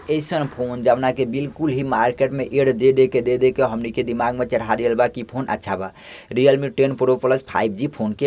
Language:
Bhojpuri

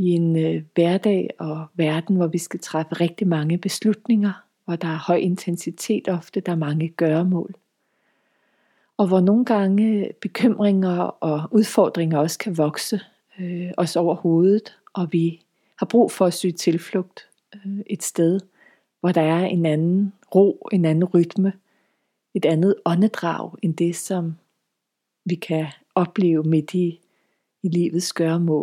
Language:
Danish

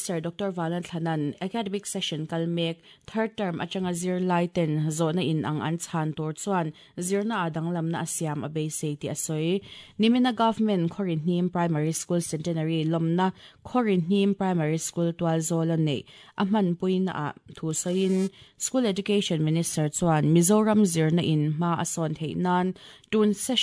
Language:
Mizo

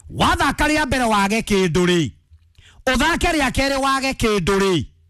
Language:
Kikuyu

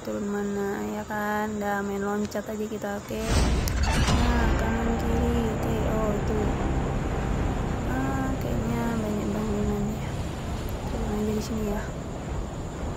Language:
Indonesian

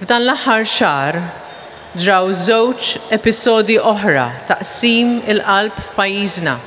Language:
Maltese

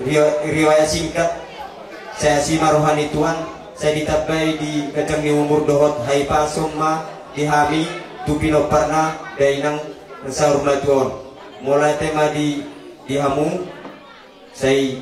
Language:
Batak Toba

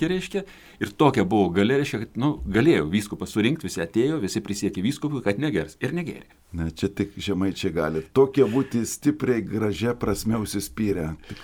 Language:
Lithuanian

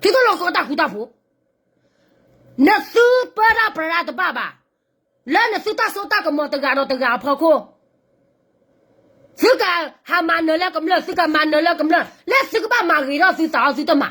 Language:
S'gaw Karen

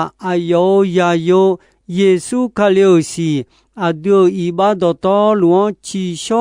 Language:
Akha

